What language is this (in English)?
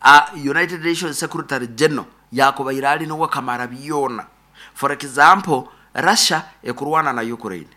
Nyoro